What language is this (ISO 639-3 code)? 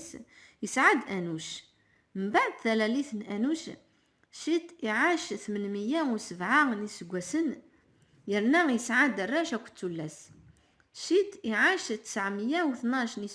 kab